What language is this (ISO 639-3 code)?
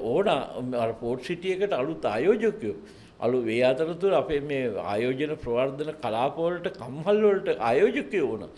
sin